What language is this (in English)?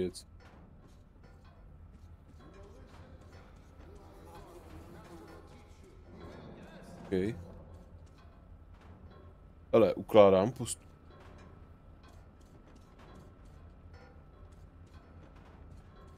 Czech